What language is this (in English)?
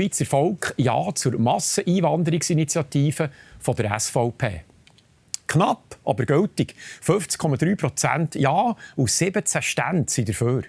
Swiss German